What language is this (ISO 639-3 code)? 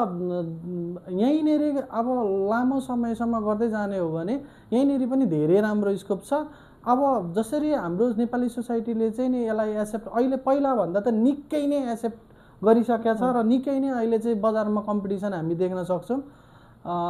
nep